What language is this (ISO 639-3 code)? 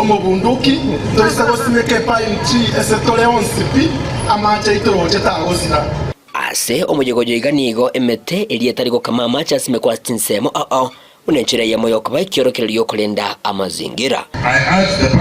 guz